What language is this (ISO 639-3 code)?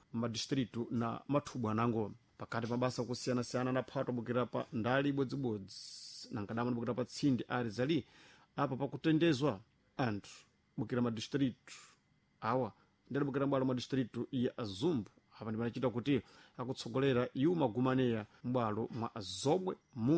seh